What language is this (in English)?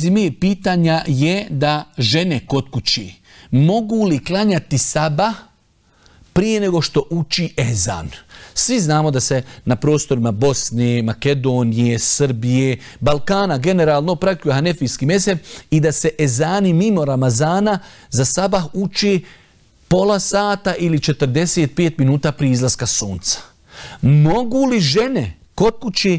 Bosnian